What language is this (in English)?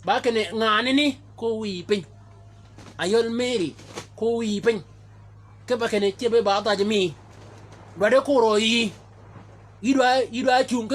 Shilluk